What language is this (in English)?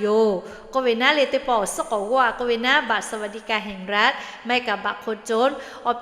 Lahu